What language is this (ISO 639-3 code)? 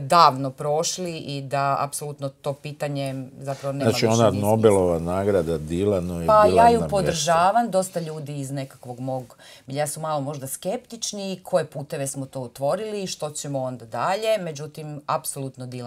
hrv